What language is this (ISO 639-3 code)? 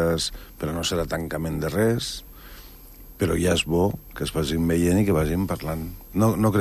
cat